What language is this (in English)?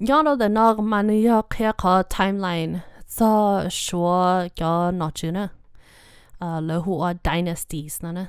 Hmong